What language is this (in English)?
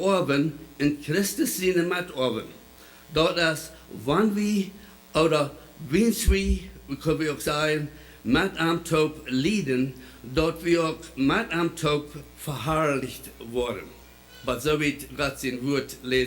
Plautdietsch